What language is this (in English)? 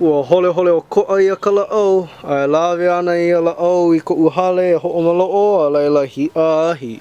Hawaiian